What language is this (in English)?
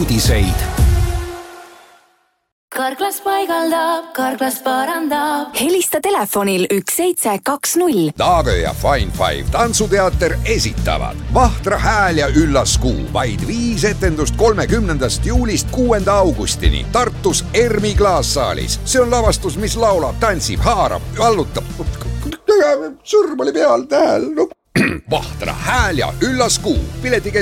Estonian